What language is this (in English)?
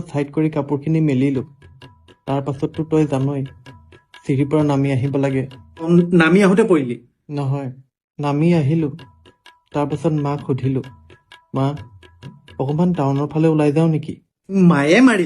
Assamese